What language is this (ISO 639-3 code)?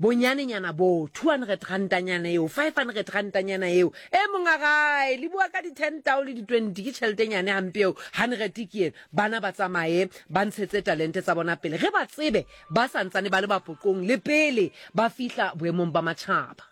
sot